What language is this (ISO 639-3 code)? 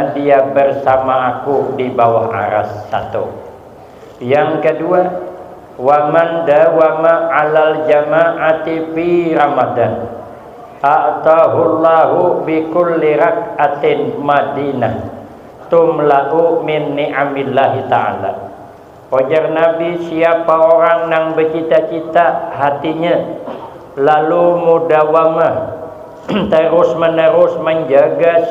bjn